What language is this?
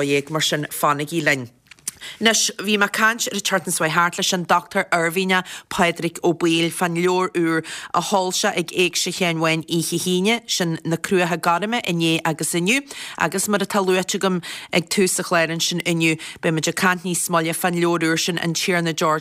Irish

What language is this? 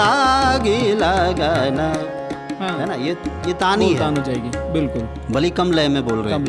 Hindi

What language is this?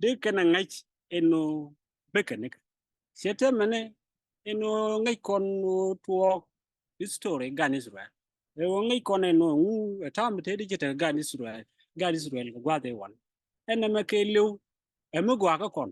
Nuer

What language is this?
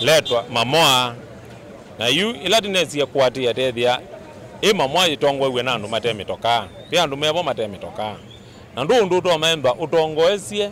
Kamba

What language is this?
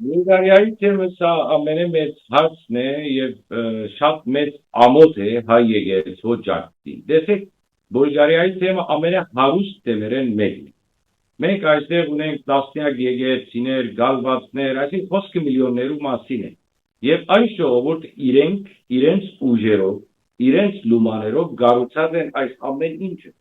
Western Armenian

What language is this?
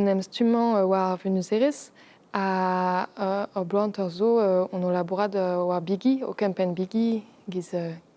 Breton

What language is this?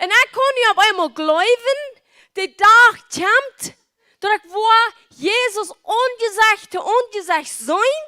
Plautdietsch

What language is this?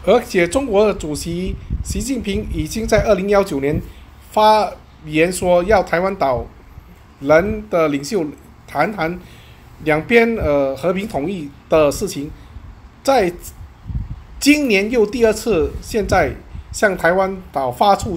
Chinese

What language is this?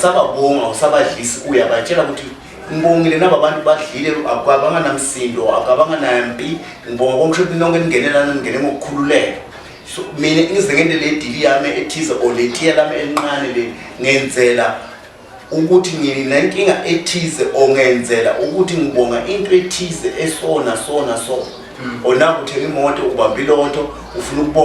Zulu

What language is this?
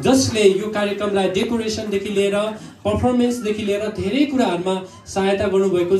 Nepali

